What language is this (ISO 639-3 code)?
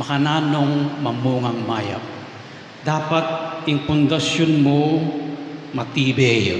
pam